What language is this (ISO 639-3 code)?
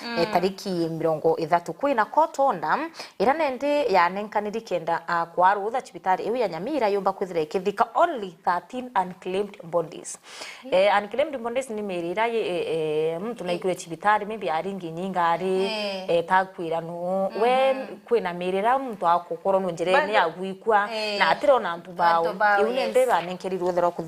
mer